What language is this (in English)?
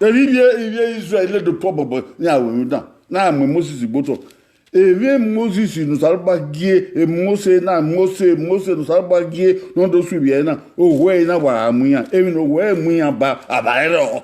Bini